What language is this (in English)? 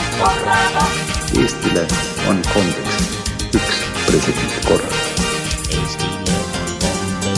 Estonian